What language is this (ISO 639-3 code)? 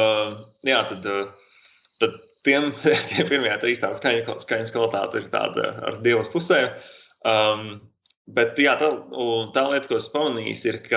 lav